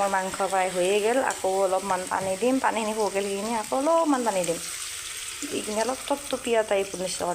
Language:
Assamese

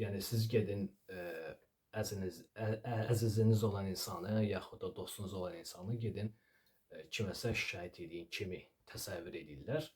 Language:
Azerbaijani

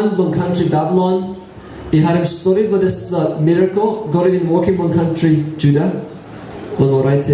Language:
Tok Pisin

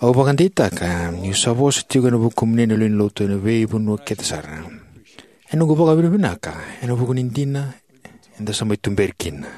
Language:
Fijian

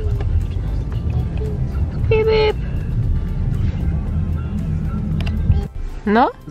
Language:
Polish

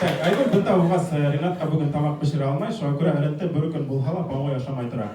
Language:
Bashkir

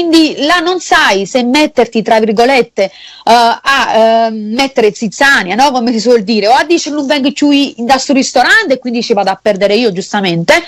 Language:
Neapolitan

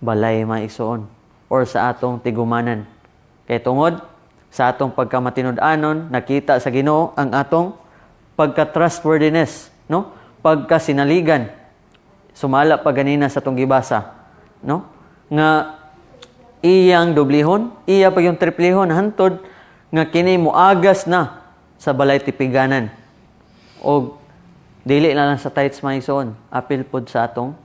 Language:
Cebuano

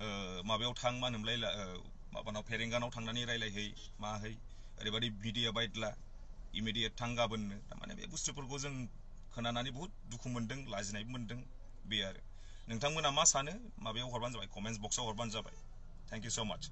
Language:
Bodo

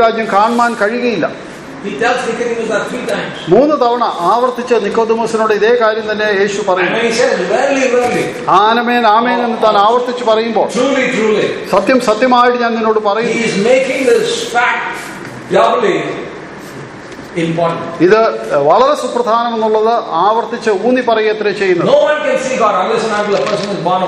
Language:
Malayalam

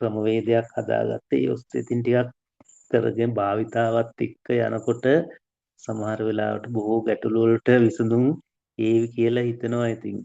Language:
Sinhala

